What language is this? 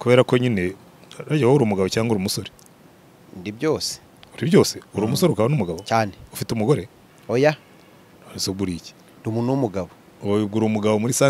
Kinyarwanda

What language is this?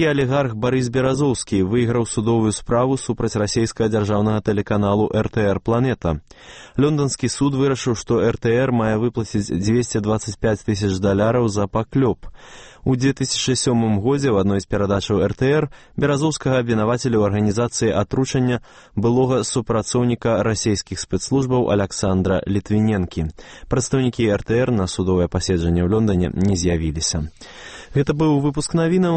Belarusian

